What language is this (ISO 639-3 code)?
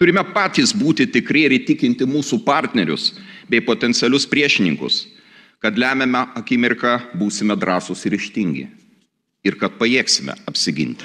lit